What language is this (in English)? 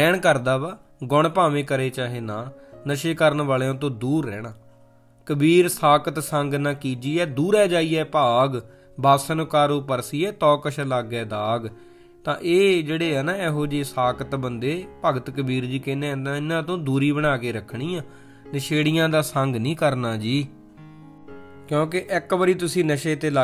Punjabi